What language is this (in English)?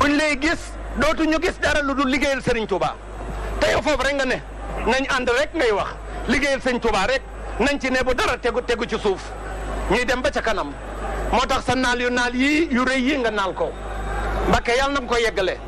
Wolof